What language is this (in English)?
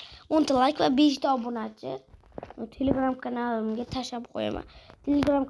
Uzbek